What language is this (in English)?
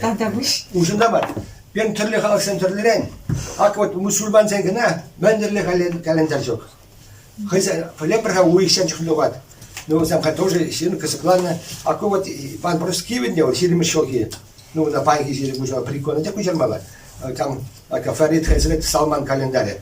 Chuvash